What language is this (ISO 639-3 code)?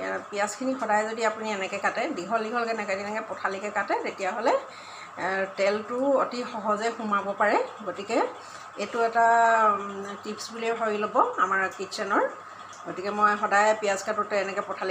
asm